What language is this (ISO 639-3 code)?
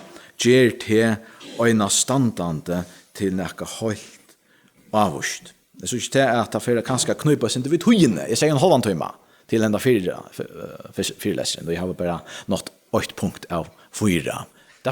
fao